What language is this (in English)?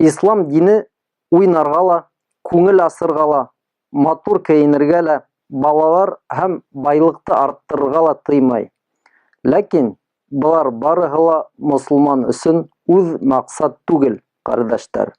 Bashkir